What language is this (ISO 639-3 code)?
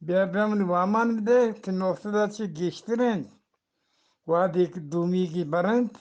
bgp